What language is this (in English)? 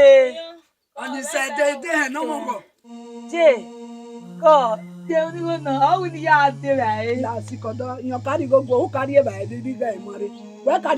Bini